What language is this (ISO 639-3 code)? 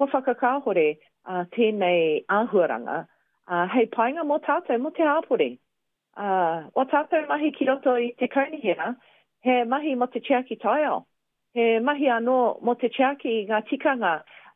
mri